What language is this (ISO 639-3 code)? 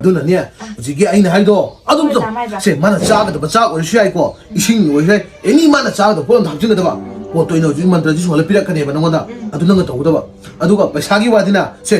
mni